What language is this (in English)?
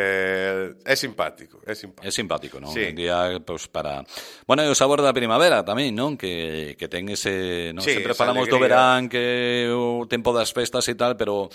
Galician